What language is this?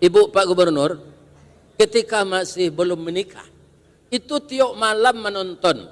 Minangkabau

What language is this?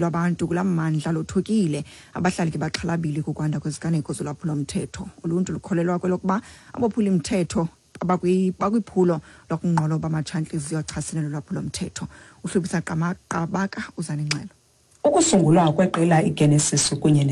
Xhosa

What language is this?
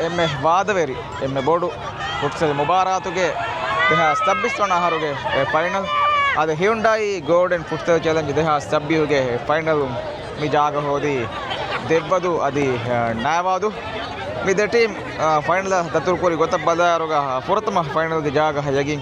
Divehi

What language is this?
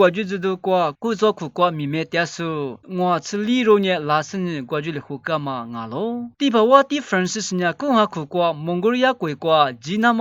Lisu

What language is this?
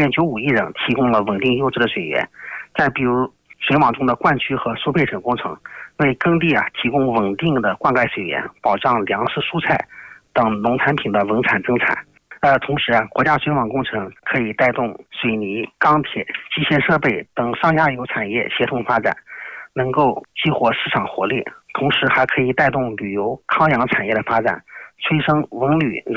Chinese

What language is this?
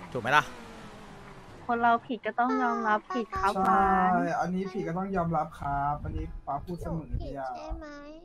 Thai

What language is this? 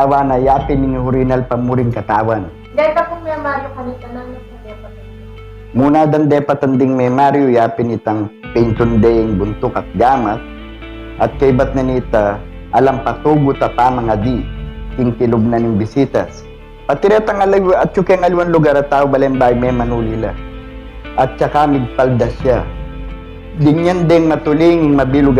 Pampanga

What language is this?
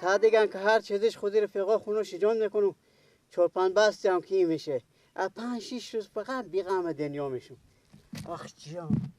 Persian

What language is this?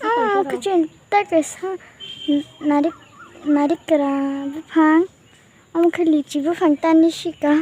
Kok Borok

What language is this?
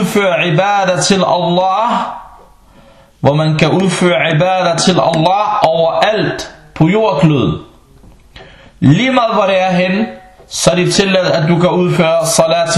Danish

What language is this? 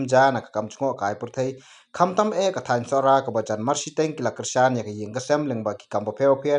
Khasi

